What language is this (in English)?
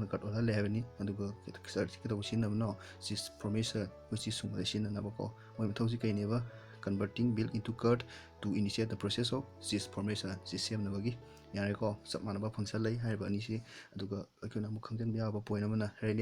Manipuri